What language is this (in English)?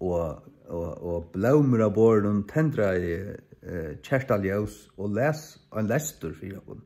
Faroese